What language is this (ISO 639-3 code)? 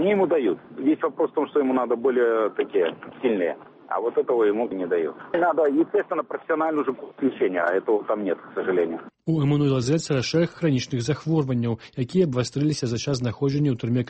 bel